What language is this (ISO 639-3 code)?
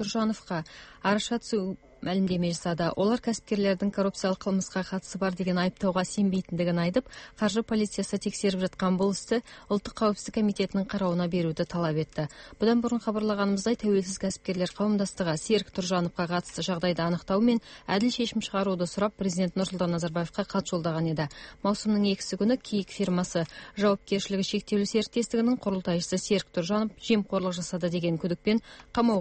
kaz